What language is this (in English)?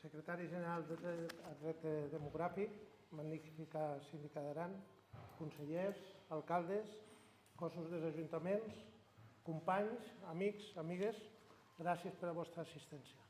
Occitan